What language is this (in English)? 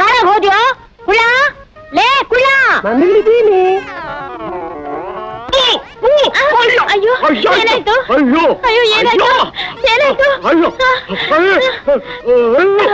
Kannada